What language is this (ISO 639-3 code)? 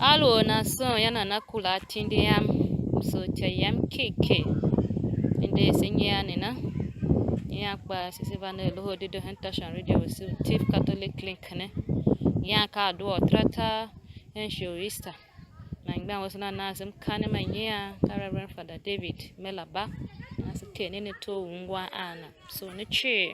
tiv